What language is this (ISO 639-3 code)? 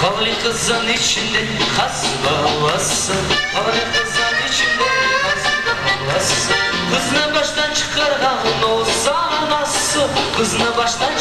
crh